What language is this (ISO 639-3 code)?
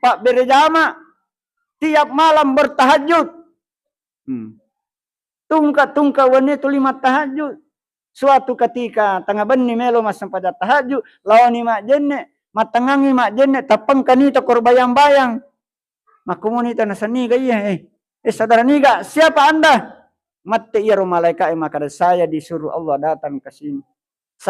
bug